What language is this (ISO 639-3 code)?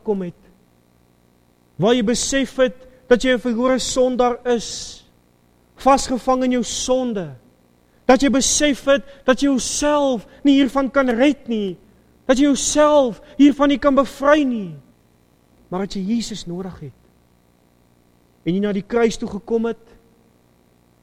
afr